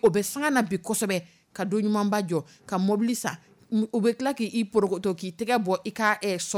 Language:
Dyula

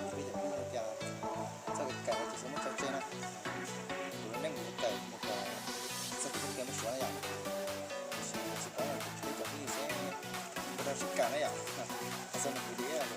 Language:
Hmong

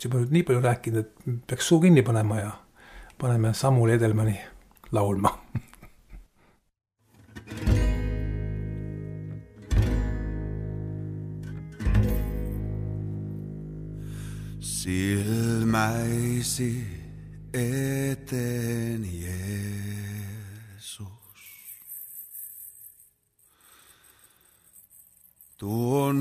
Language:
Estonian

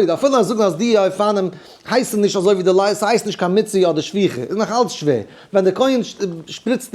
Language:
Yiddish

